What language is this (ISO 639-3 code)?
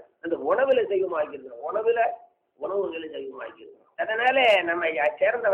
tam